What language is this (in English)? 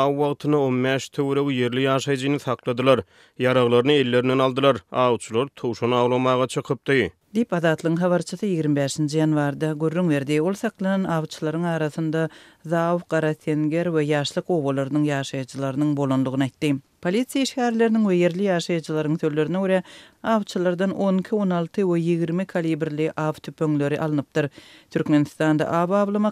Turkmen